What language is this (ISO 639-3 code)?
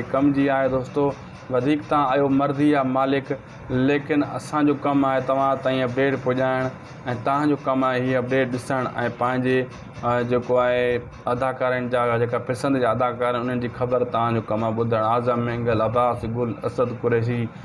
snd